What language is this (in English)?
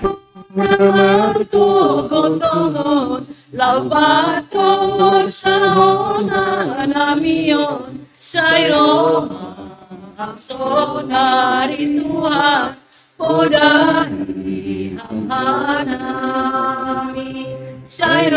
Batak Simalungun